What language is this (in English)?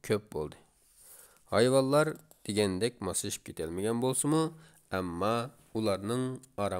Uyghur